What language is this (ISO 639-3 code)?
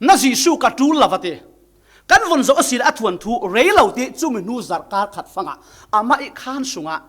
cfm